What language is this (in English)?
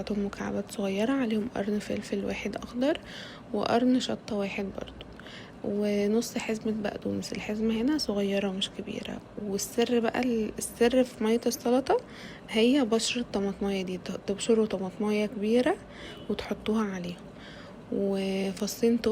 Egyptian Arabic